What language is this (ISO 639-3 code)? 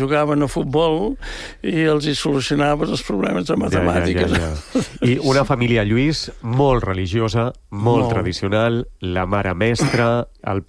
cat